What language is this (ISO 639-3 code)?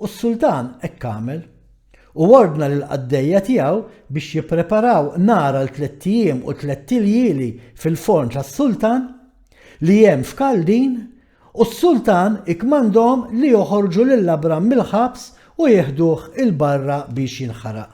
mlt